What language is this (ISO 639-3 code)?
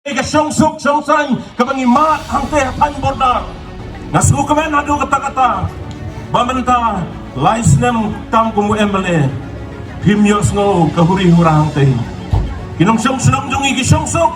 kha